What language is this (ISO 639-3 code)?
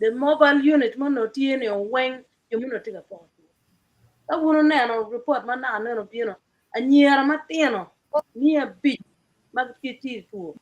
ach